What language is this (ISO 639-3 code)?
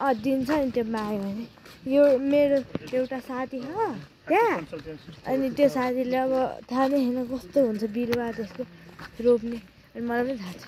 nep